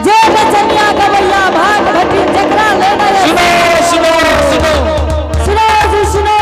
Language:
Angika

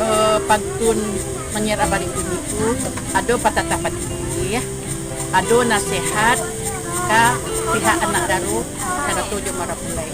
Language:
Minangkabau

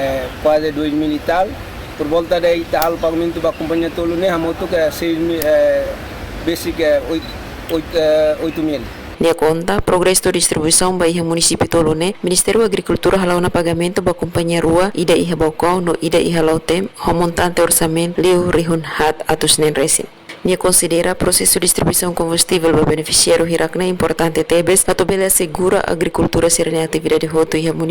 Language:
Tetum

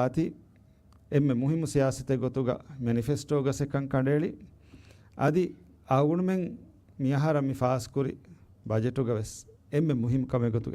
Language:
Divehi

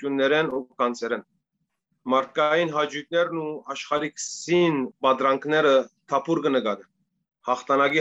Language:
Western Armenian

